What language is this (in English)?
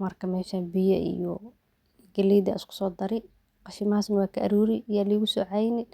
Somali